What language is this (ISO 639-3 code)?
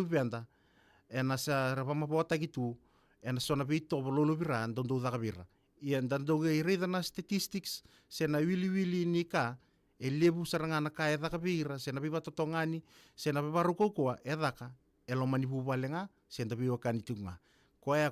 fij